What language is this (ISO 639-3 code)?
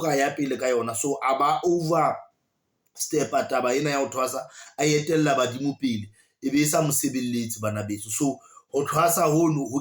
sot